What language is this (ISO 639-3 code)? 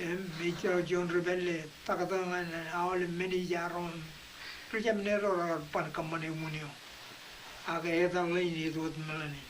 mah